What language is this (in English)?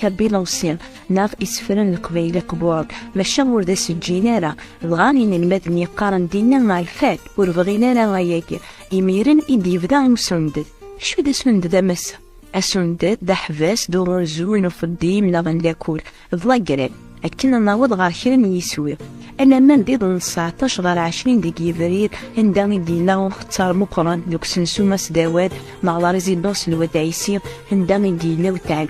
Kabyle